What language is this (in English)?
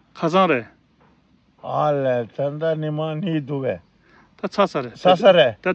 Tibetan